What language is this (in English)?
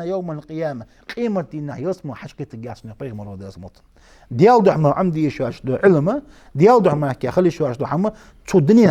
Ingush